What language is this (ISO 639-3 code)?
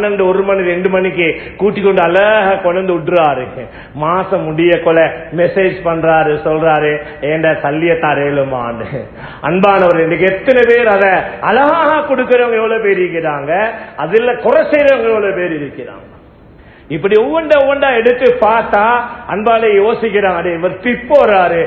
tam